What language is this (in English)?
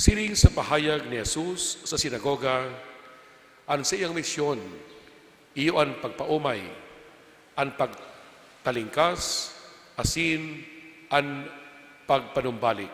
Bikol